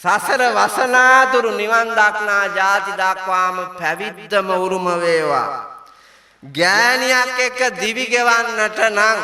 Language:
Sinhala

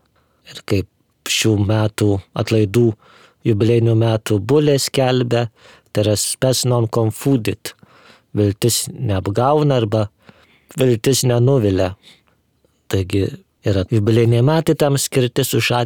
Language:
Lithuanian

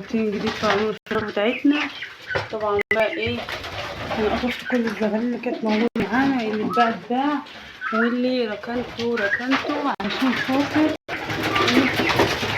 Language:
Egyptian Arabic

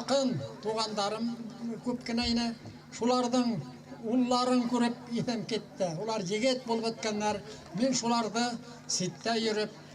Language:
Bashkir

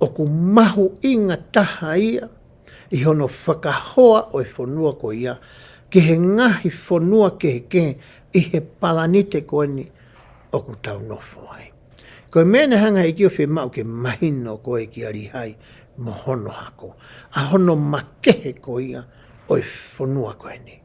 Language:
Tongan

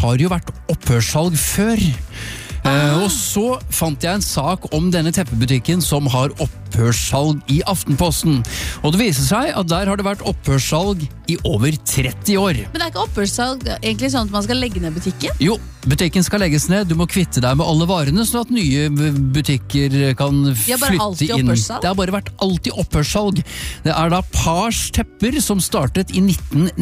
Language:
Norwegian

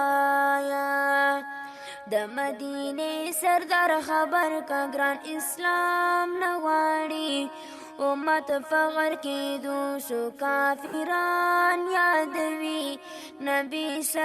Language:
Tajik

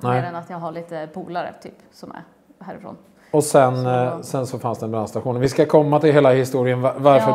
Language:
Swedish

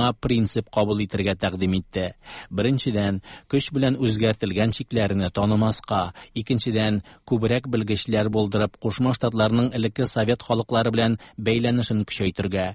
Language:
Tatar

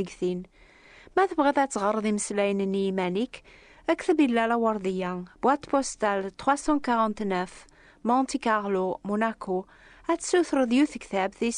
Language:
Kabyle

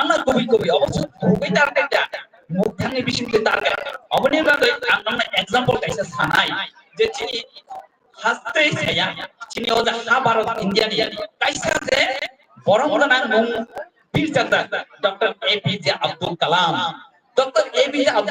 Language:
Kok Borok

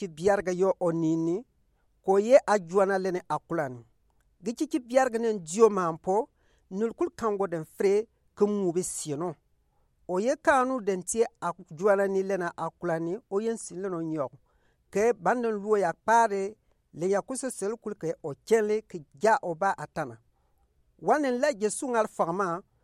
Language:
Gourmanchéma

